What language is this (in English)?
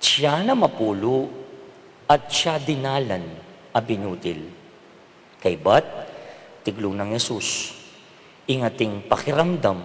Pampanga